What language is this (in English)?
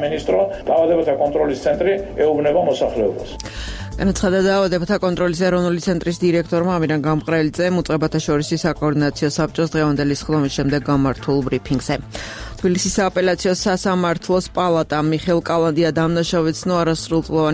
Georgian